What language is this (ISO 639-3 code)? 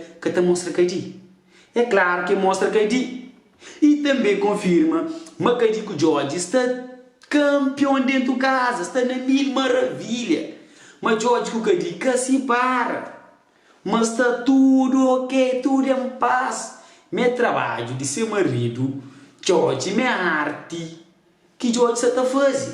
kea